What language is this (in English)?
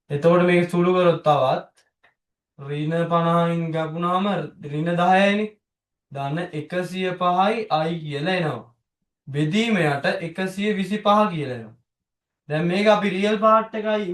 Sinhala